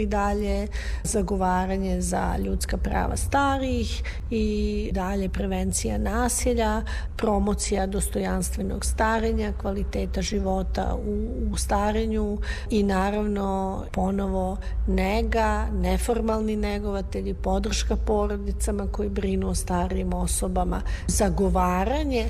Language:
Serbian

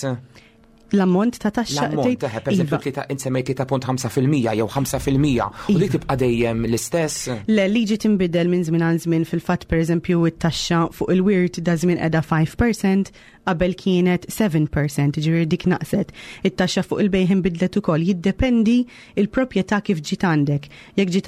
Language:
Maltese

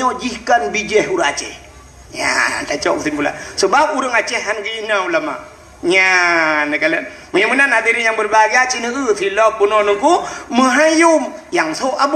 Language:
Achinese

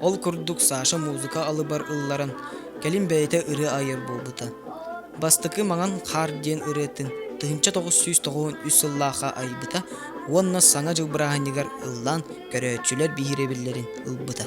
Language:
Yakut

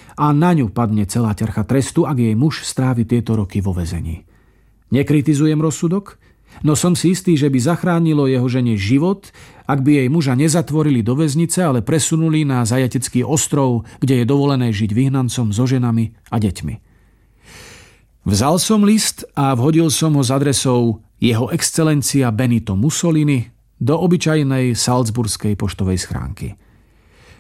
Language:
Slovak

